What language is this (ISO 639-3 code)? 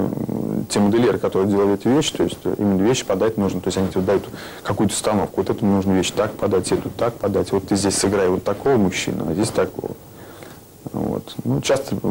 rus